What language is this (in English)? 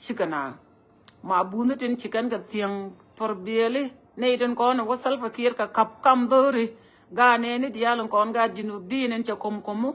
Nuer